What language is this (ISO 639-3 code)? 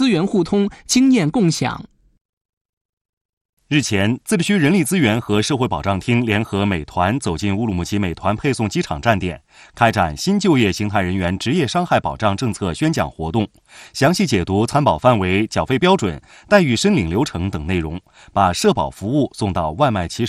zho